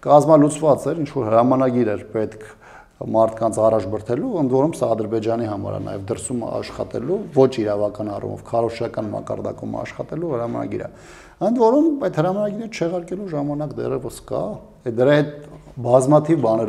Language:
Armenian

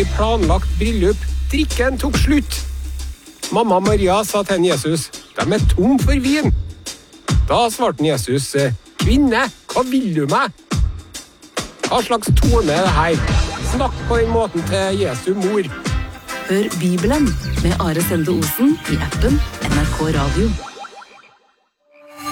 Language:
Norwegian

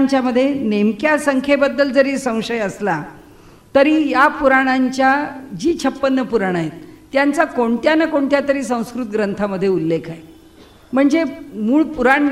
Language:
Marathi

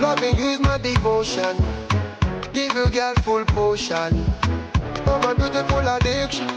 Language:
Meru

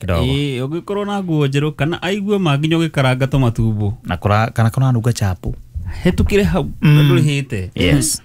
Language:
Kikuyu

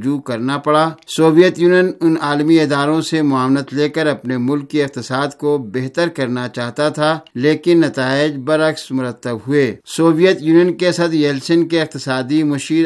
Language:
Urdu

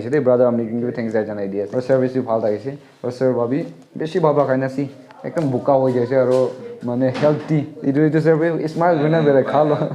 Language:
Naga Pidgin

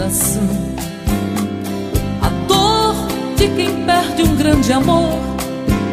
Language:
Portuguese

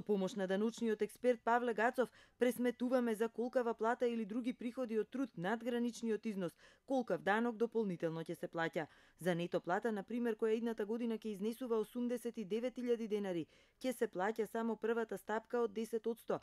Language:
Macedonian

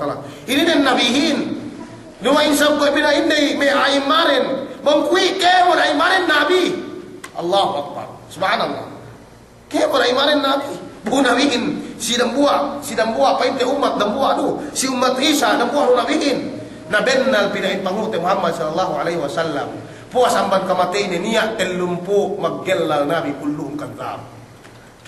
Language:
Yakan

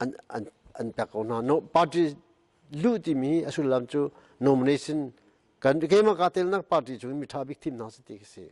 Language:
Hakha Chin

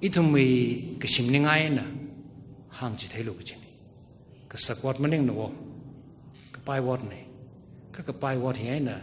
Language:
Tangkhul Naga (India)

